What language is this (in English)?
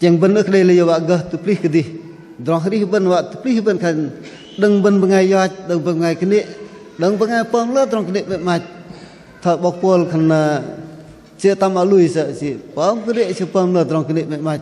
Bahnar